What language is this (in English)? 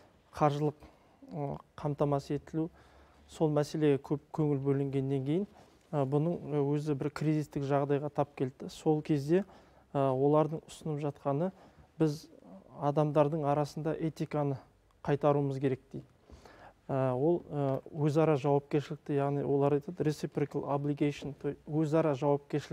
Kazakh